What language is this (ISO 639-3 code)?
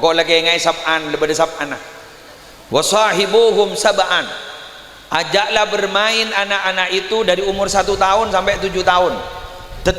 mad